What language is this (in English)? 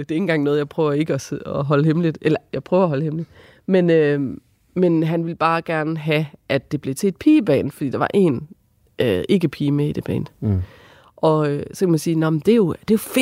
Danish